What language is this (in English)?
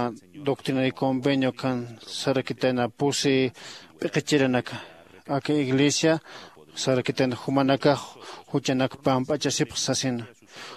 Aymara